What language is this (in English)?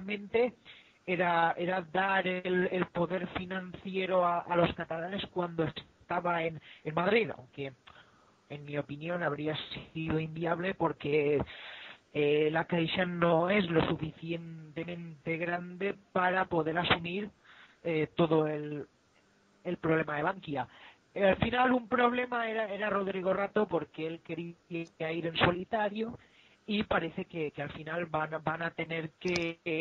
Spanish